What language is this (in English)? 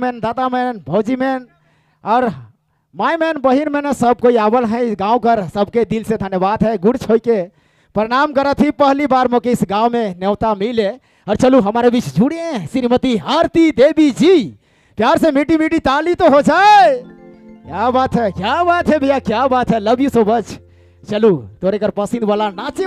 Sadri